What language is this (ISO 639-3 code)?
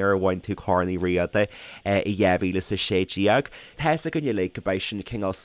gle